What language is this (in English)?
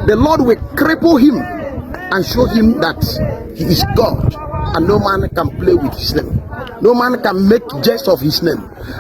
Igbo